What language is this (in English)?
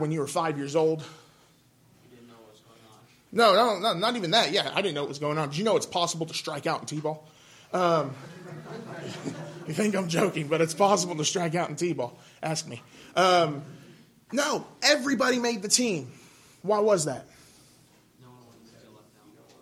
English